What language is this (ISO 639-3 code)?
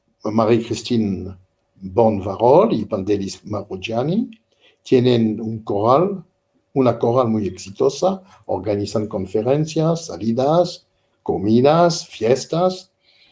lad